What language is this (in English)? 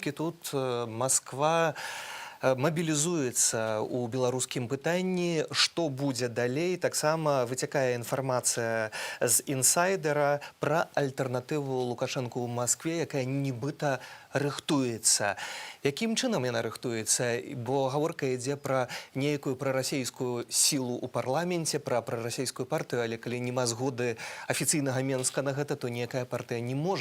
Belarusian